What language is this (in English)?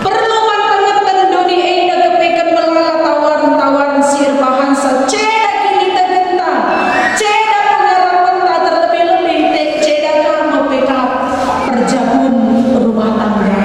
Batak Karo